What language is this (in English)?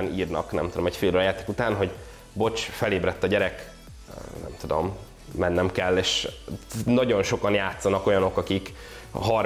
Hungarian